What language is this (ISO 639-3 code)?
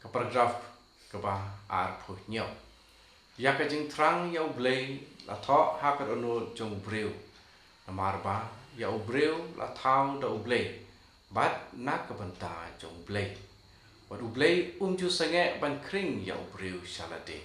kha